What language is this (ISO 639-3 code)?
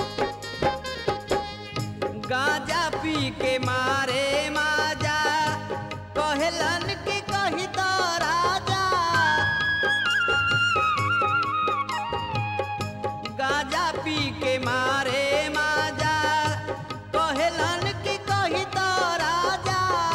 bho